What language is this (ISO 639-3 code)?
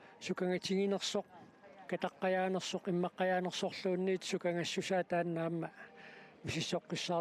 kal